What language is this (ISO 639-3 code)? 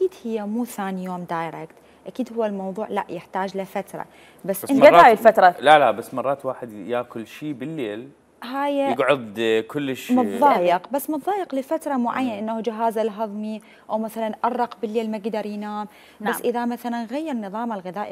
acm